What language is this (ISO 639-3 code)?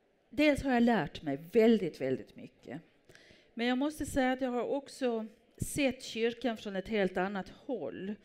swe